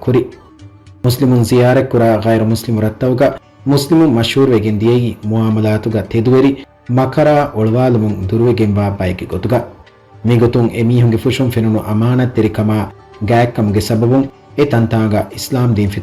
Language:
Divehi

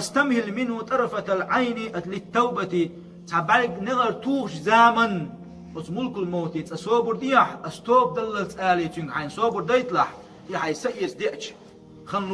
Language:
Chechen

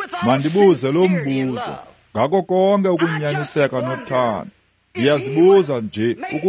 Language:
Xhosa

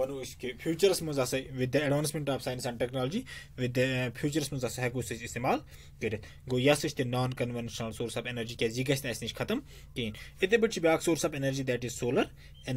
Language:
Kashmiri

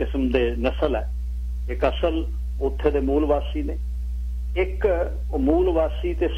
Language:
Punjabi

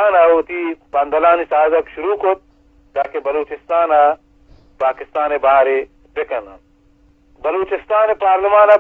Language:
Eastern Balochi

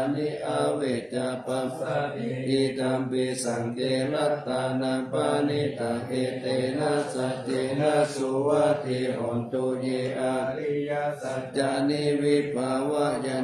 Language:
Pali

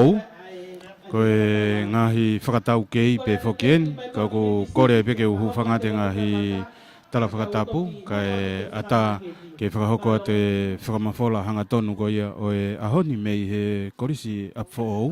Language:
Tongan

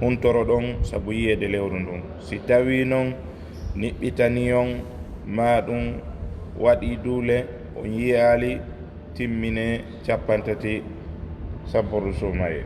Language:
Fula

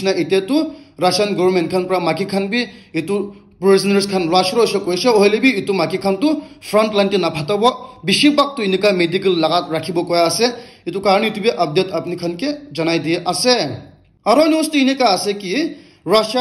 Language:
Naga Pidgin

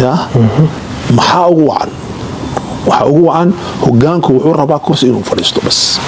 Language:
Somali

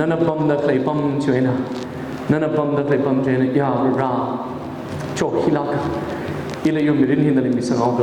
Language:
Tangkhul Naga (India)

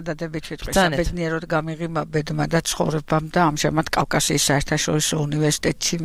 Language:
Georgian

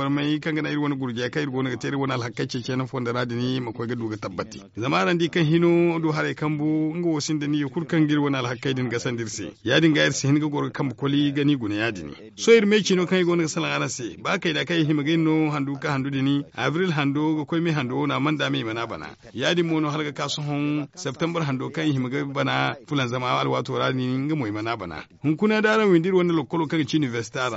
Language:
Zarma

